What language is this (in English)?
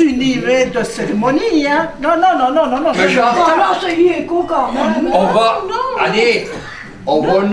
Picard